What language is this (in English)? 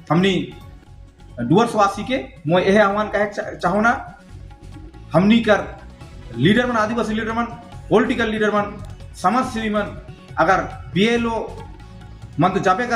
Sadri